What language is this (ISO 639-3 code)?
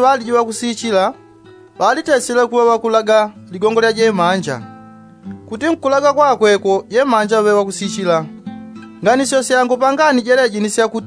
yao